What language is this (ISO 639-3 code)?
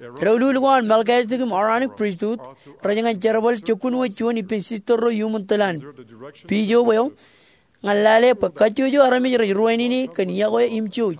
mah